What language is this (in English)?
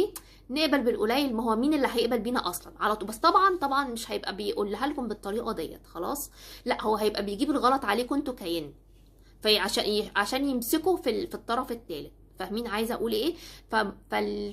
Egyptian Arabic